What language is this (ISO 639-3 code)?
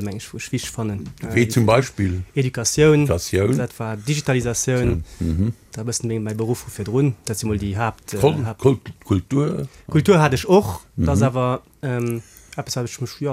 ltz